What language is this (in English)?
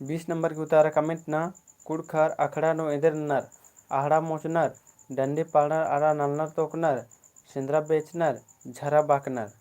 Kurukh